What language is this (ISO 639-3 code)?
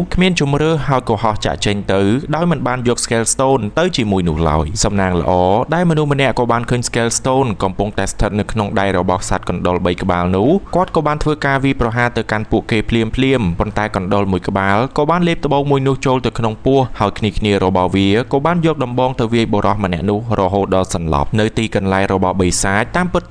khm